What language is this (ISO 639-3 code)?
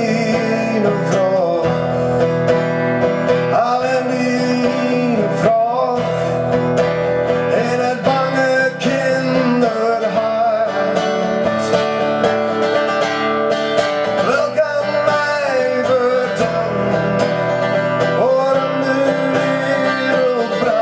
nld